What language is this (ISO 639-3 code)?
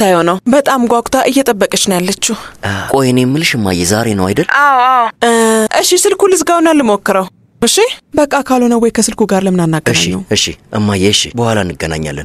amh